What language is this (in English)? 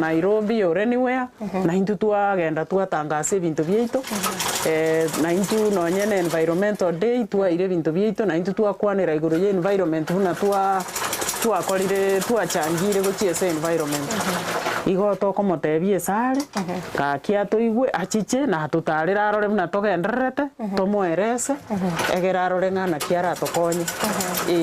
Gusii